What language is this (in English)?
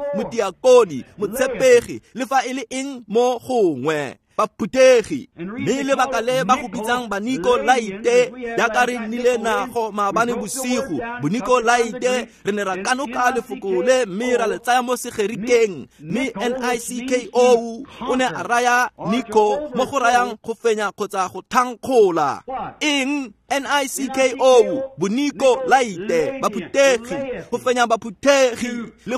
Tswana